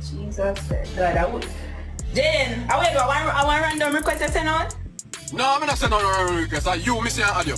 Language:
Jamaican Creole English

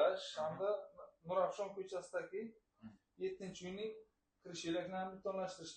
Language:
Uzbek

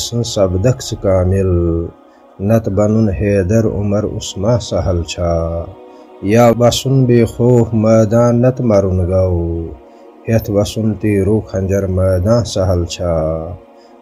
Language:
Kashmiri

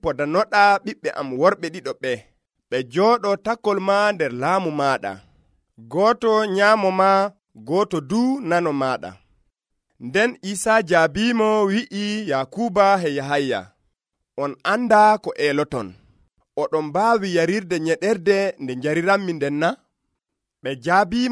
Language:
Nigerian Fulfulde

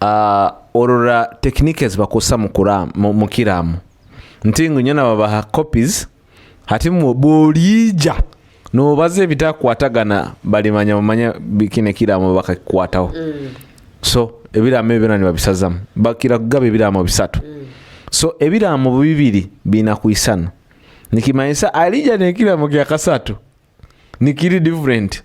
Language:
Nyoro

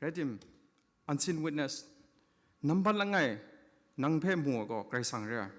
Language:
Kachin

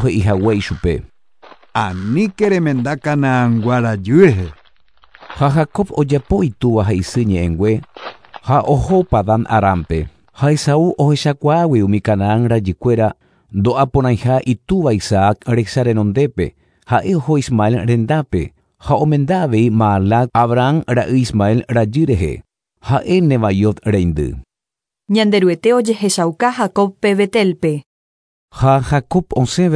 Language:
Guarani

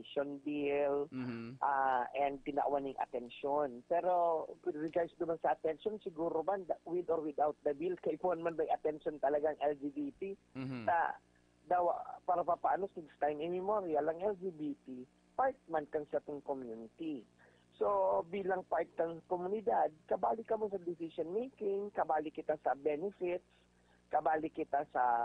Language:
Bikol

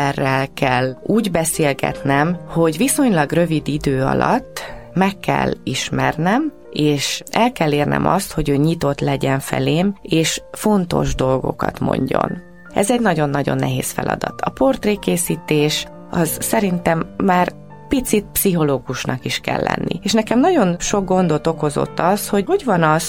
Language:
Hungarian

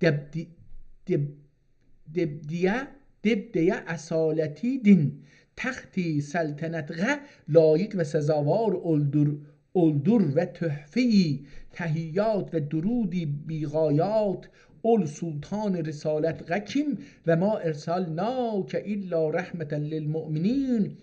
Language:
South Azerbaijani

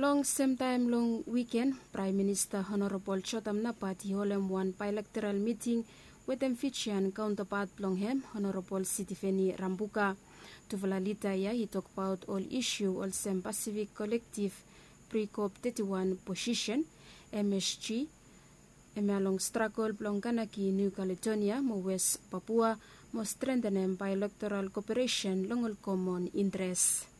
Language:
Bislama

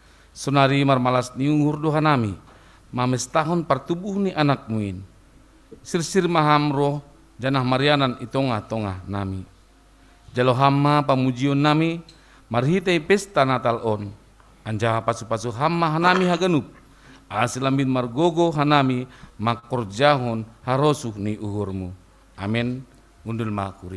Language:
Batak Simalungun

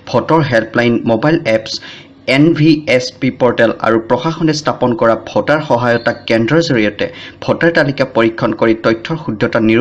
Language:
Assamese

